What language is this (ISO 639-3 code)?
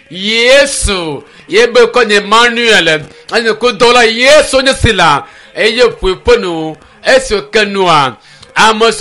ewe